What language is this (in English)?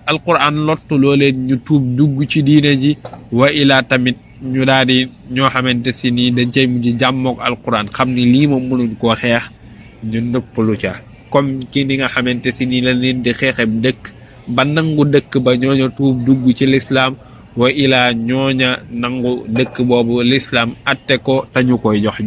Wolof